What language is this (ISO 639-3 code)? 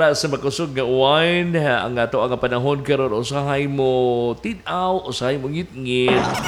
ceb